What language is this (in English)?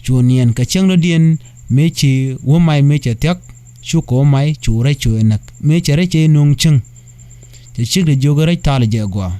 Nuer